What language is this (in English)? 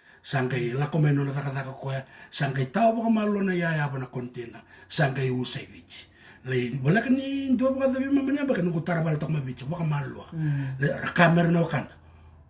Fijian